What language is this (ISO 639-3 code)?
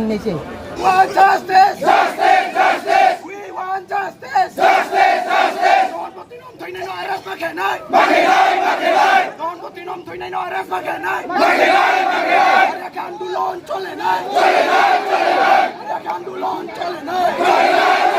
trp